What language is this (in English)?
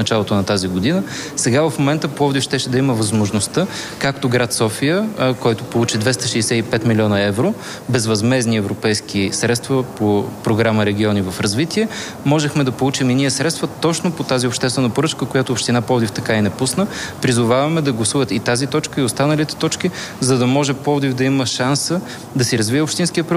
Bulgarian